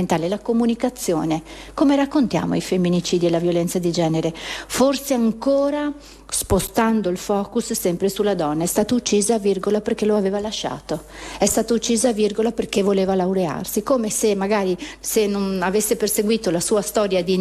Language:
Italian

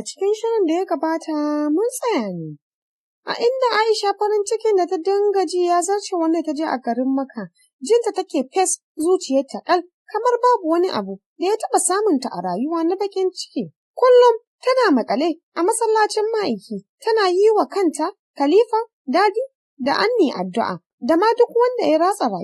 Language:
Hausa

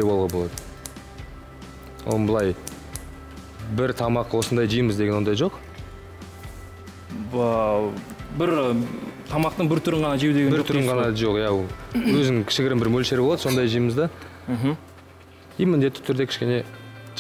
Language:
Kazakh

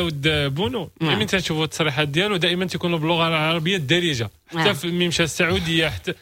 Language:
Moroccan Arabic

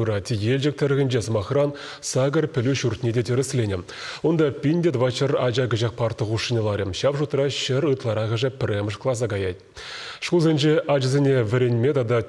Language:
Chuvash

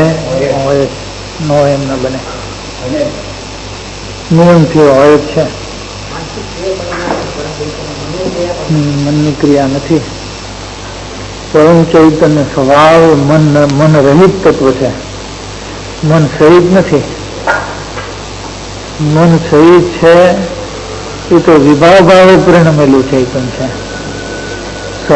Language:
Gujarati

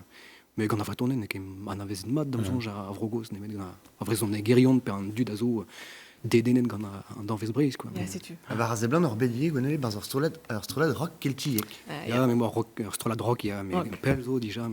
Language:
Breton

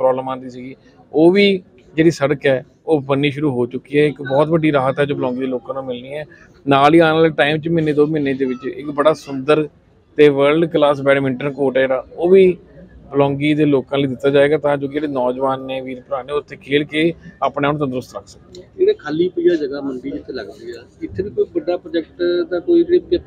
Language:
Punjabi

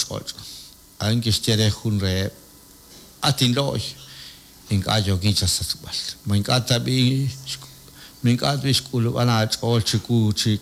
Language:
Kekchí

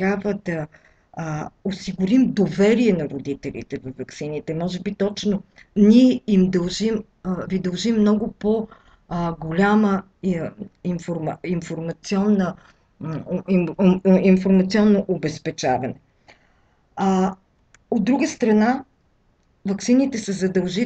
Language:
Bulgarian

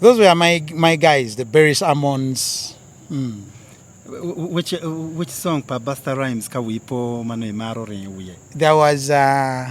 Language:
Acoli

